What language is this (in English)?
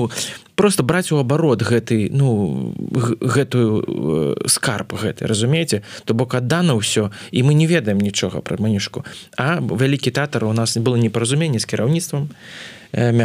Belarusian